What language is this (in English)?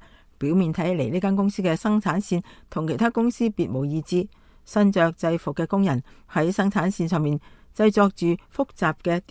Cantonese